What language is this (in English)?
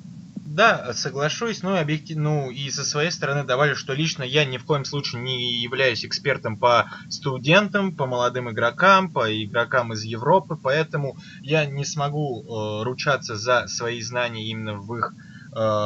Russian